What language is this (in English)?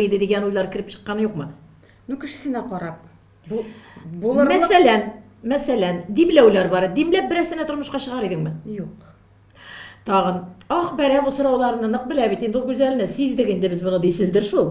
Tatar